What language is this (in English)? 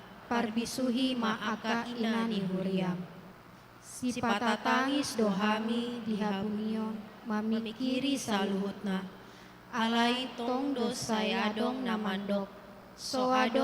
Batak Toba